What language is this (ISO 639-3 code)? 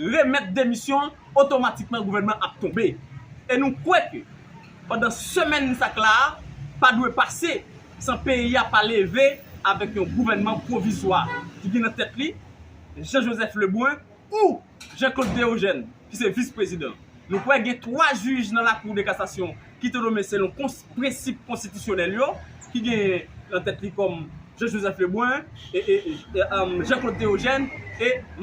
hat